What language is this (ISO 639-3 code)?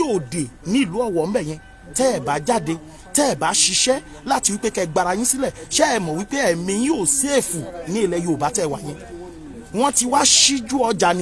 yor